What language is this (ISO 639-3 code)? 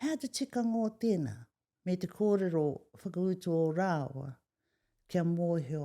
mri